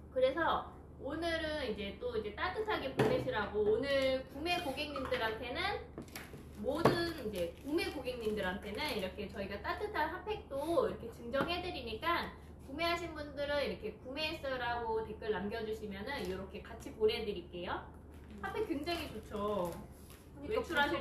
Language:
Korean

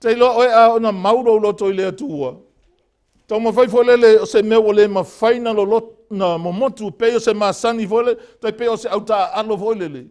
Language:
Samoan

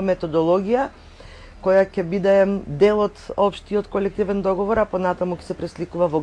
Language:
Macedonian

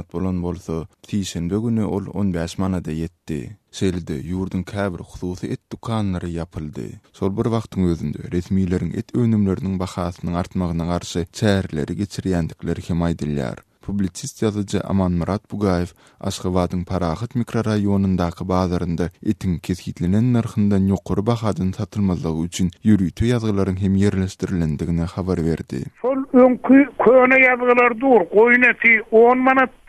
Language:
Turkmen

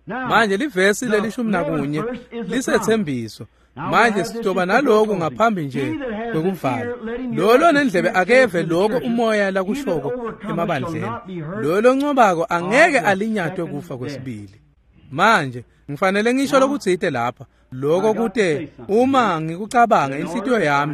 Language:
Swati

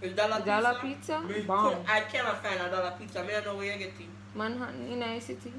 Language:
Jamaican Creole English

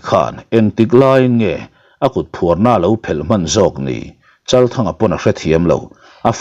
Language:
Mizo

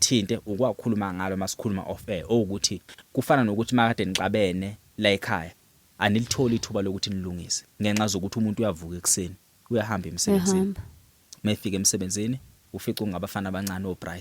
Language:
Zulu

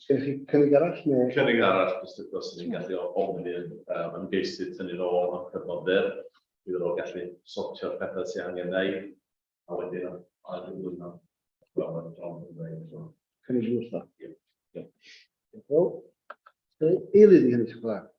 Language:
Welsh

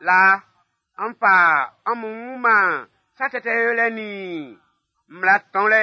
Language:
Baoulé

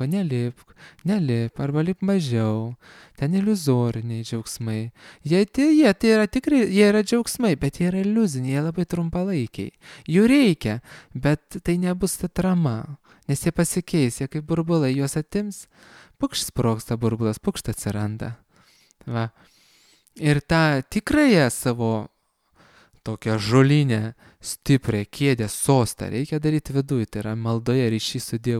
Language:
Lithuanian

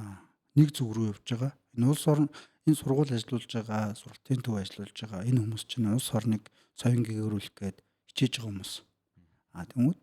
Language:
Mongolian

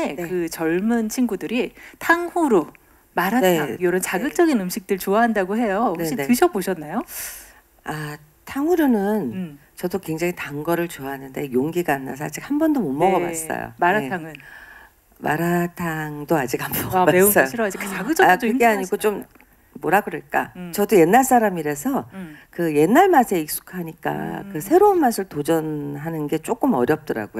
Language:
Korean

